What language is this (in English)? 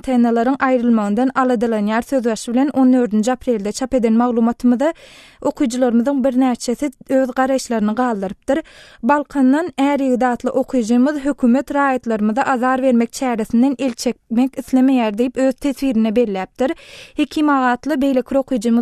Turkmen